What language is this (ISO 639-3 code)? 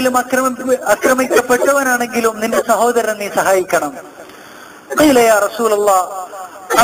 mal